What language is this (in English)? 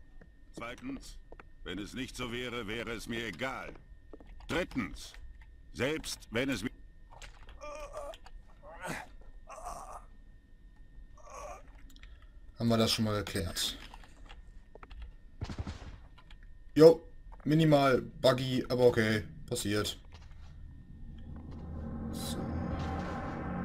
German